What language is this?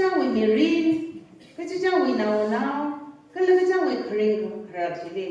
Tangkhul Naga (India)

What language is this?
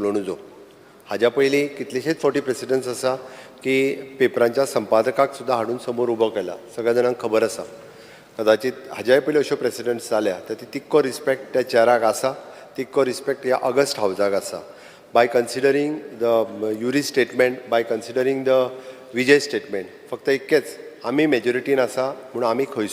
Konkani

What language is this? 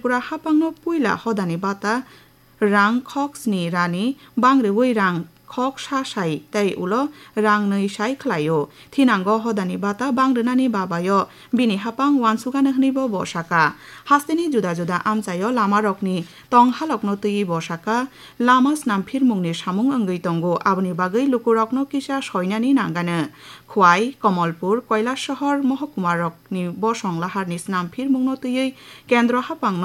Kok Borok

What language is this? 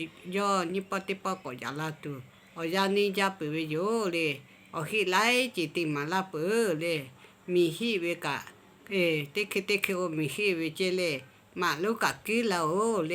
Lahu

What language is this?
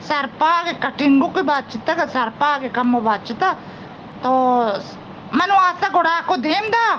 Eastern Balochi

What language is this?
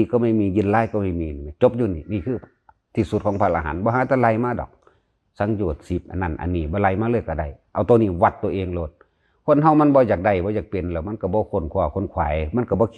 Northeastern Thai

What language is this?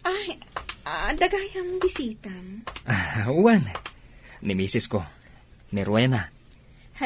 Iloko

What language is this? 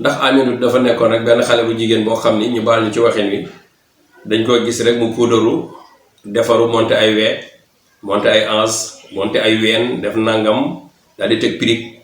Wolof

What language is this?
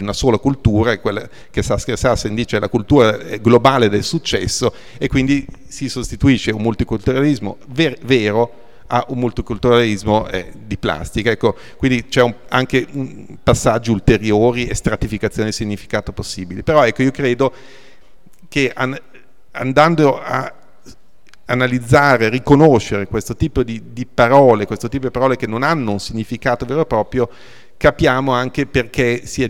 Italian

